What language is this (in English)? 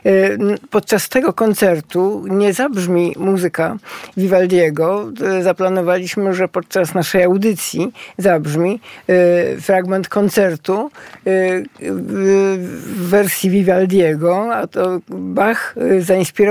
Polish